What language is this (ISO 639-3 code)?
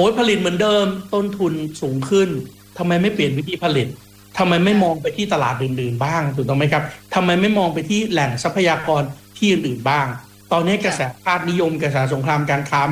tha